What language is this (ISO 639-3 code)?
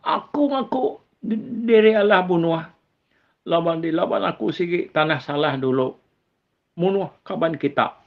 iba